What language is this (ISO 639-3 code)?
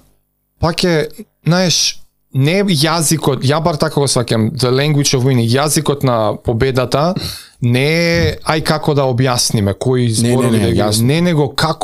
mkd